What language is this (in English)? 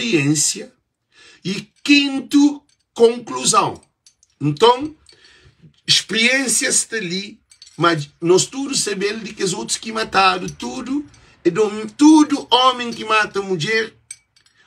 Kabuverdianu